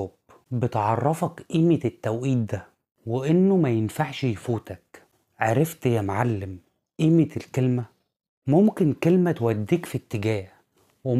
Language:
Egyptian Arabic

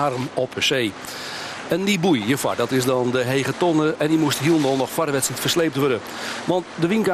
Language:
Western Frisian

